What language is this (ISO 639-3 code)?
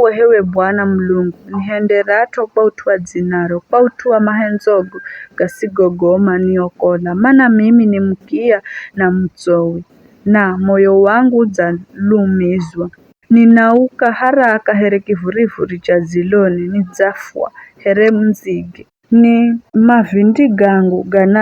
nyf